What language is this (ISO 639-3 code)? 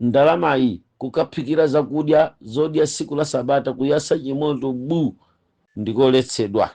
nya